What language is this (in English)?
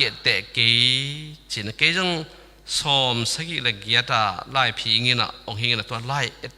Tedim Chin